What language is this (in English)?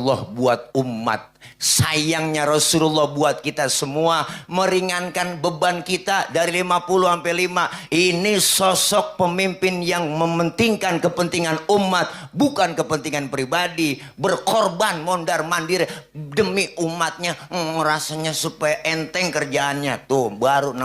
Betawi